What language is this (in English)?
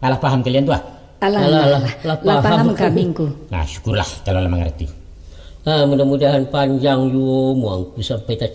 Minangkabau